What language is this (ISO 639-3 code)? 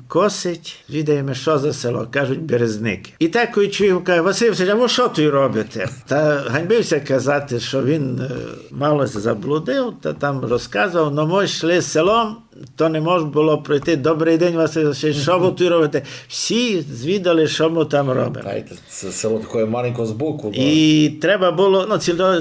rue